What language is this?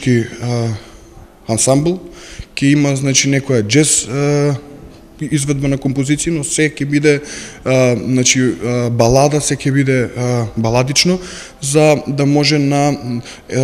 Macedonian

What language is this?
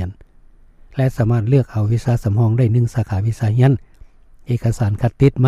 Lao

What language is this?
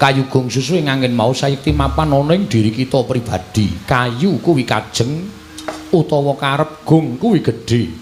Javanese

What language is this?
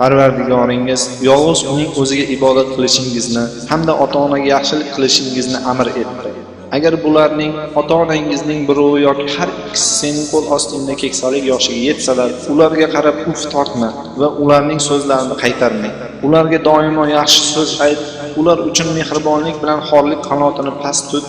Uzbek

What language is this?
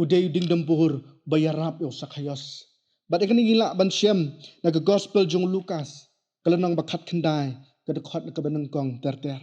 Khasi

